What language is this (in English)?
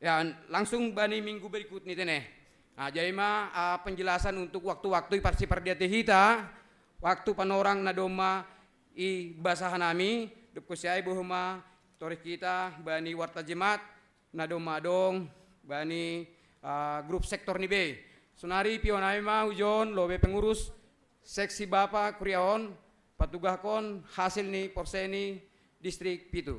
Batak Simalungun